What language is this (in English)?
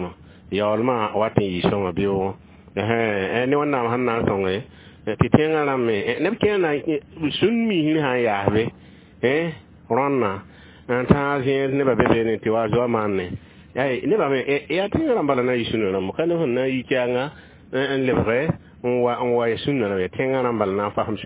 Mossi